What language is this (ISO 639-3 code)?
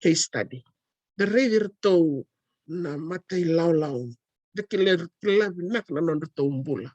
fij